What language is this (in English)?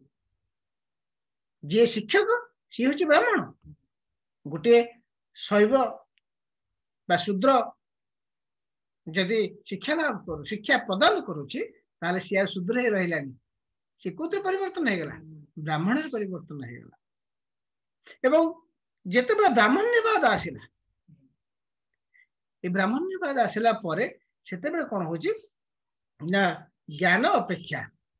Odia